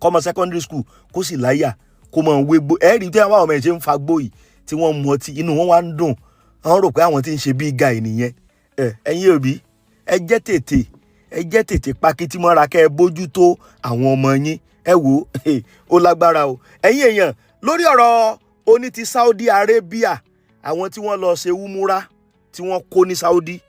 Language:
Yoruba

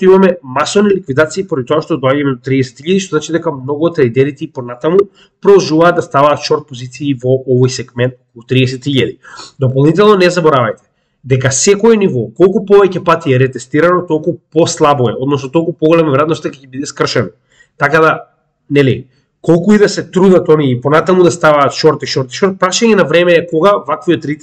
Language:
Macedonian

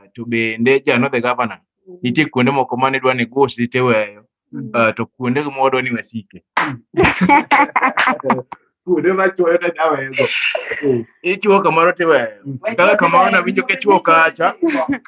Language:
Luo (Kenya and Tanzania)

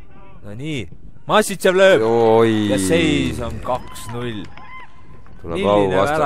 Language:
Estonian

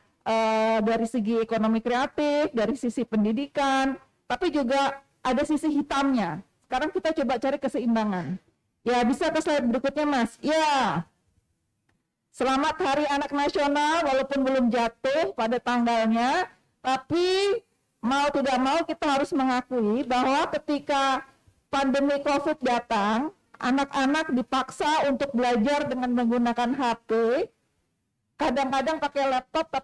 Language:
Indonesian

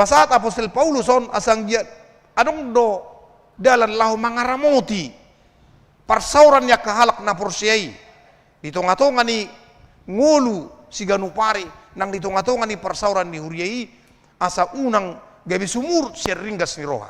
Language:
Batak Toba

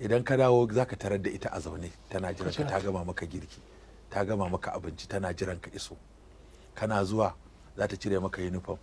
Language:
Hausa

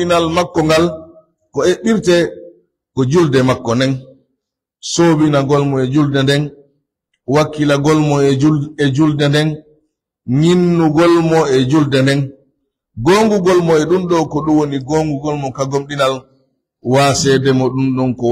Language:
Pular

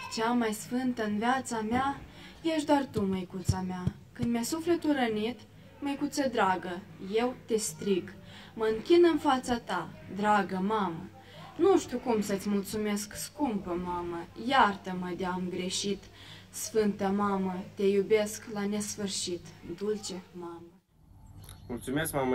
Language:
Romanian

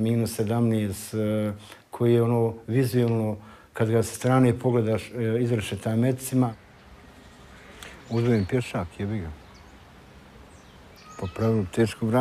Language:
Bosnian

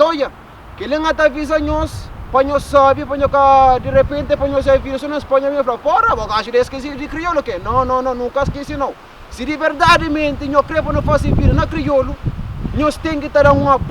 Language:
Kabuverdianu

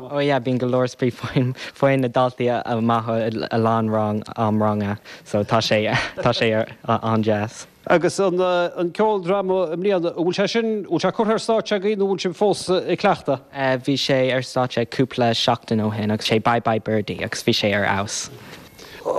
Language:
Irish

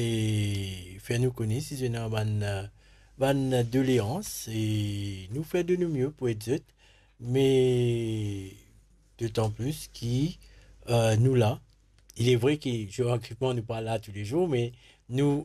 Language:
Morisyen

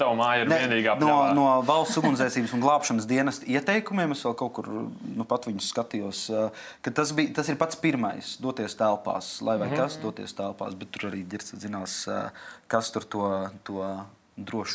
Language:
Latvian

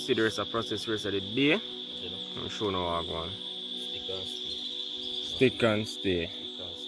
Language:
Jamaican Creole English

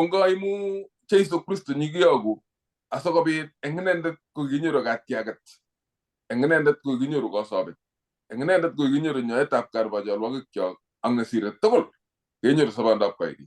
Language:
Kalenjin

